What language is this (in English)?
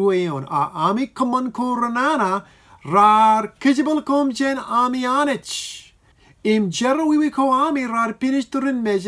Marshallese